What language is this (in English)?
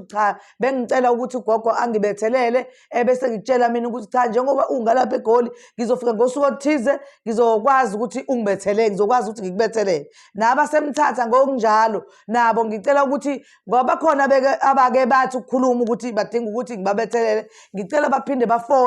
Zulu